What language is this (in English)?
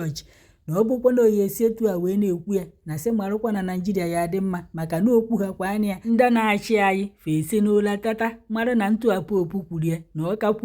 Igbo